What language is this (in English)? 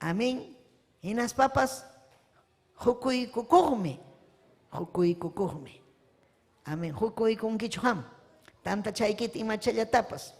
Ayacucho Quechua